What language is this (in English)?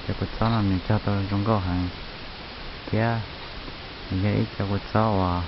Hmong